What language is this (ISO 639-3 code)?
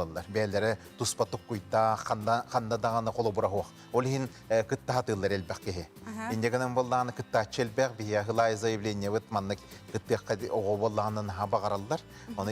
sah